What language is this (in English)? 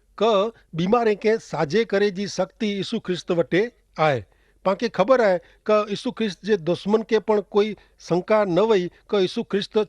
Kachhi